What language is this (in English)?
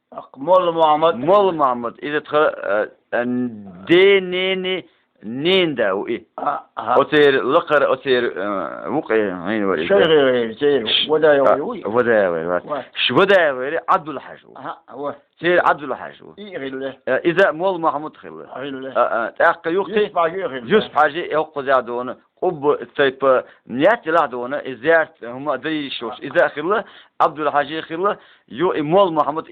Chechen